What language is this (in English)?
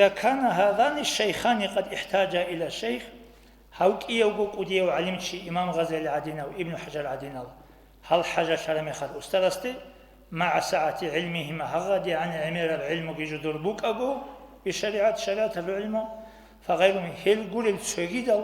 Avaric